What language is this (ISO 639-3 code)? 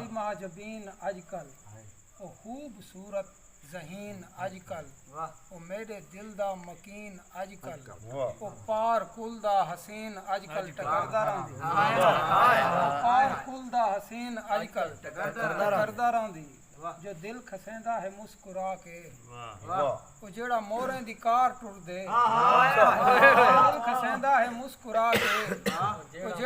skr